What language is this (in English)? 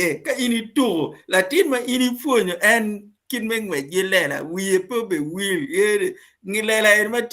Acoli